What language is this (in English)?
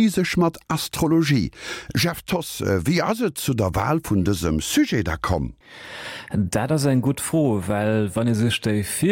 Luxembourgish